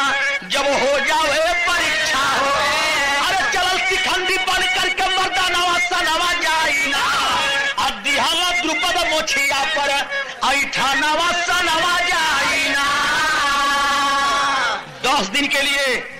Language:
Bhojpuri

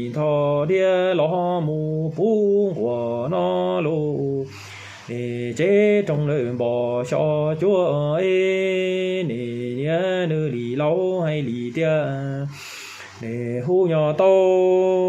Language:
Hmong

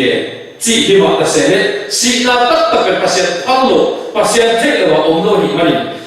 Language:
Tedim Chin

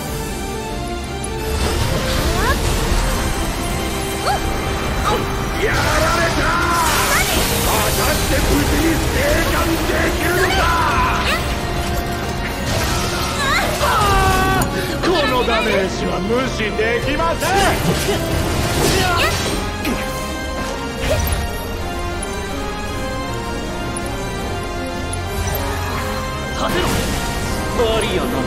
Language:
Japanese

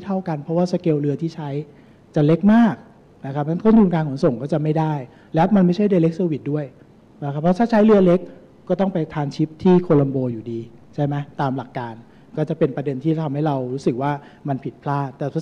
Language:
Thai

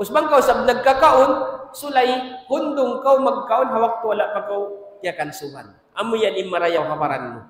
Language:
Tausug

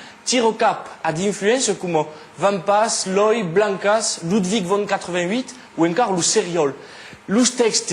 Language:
Occitan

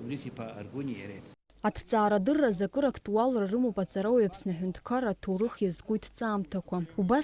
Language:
Abkhazian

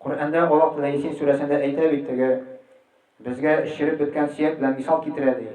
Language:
Tatar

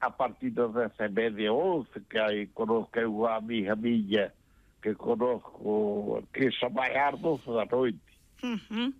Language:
Galician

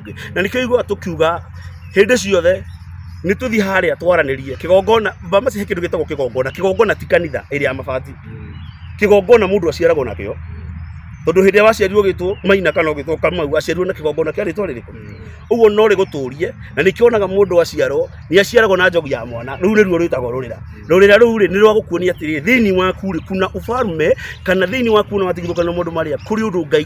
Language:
Kikuyu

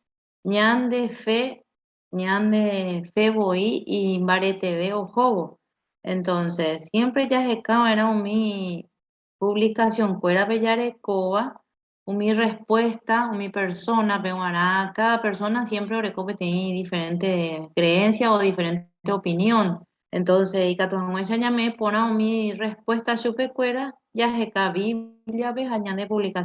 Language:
Guarani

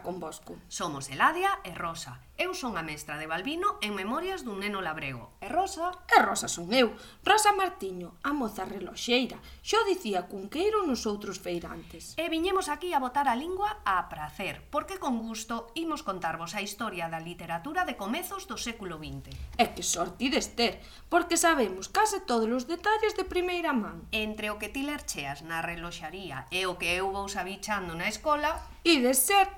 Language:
Galician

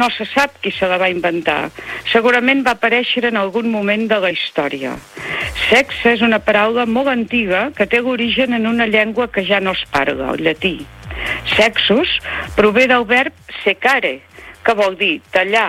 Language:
Catalan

